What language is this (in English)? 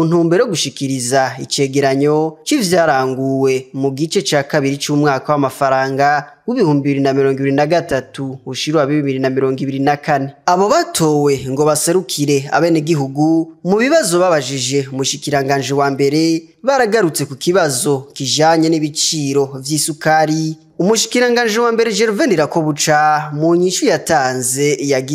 Rundi